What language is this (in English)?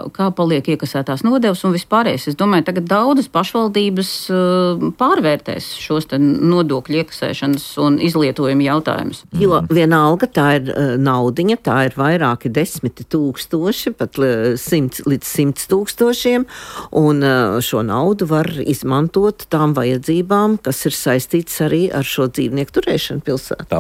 Latvian